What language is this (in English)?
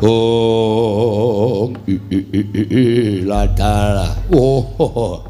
Javanese